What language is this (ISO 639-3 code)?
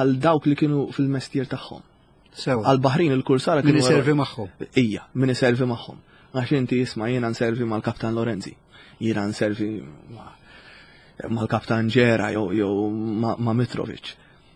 mlt